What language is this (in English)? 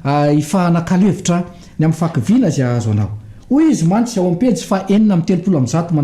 Malagasy